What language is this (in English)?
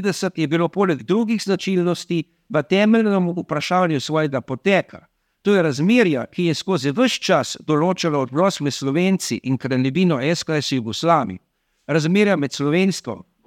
Slovenian